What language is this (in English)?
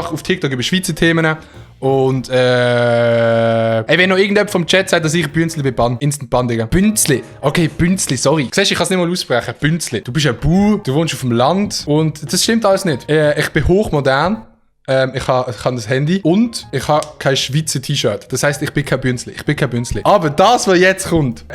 Swiss German